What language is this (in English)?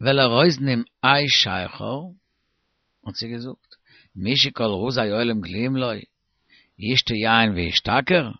Yiddish